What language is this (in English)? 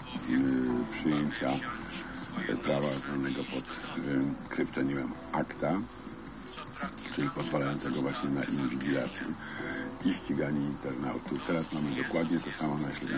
Polish